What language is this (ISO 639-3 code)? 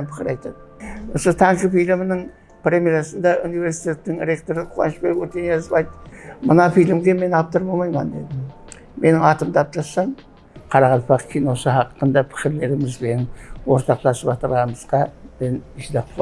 kaa